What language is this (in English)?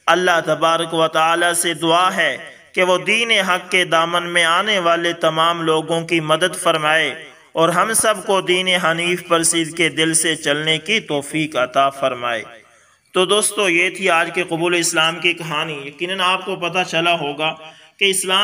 Urdu